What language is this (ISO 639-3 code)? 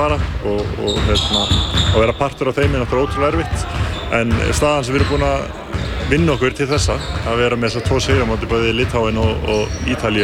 isl